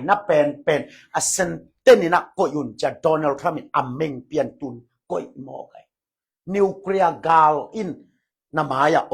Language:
Tedim Chin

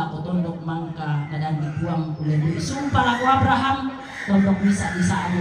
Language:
Toraja-Sa'dan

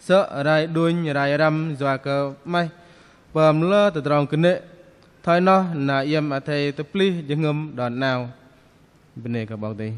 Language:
Bahnar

